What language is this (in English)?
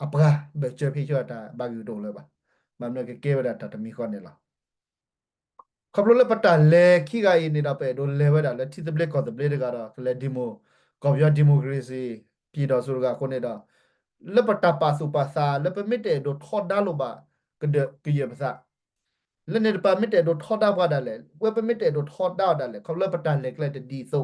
S'gaw Karen